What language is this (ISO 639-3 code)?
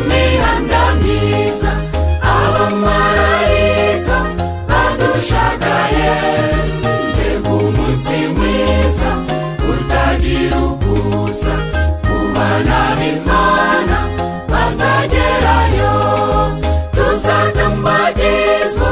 kin